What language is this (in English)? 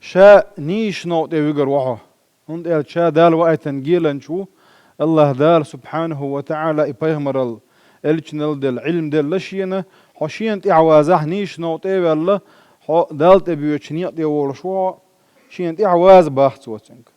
Chechen